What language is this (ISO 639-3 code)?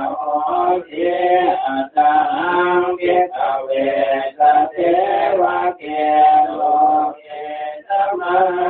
pli